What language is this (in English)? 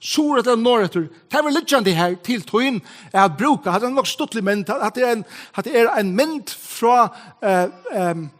Faroese